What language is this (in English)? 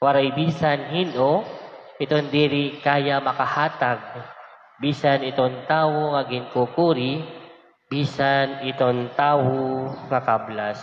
Waray